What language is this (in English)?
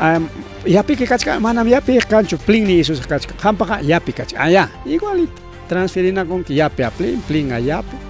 Ayacucho Quechua